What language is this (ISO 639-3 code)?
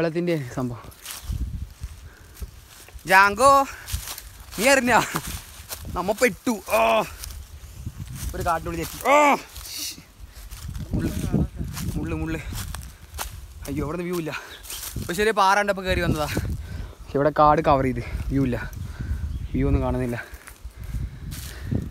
mal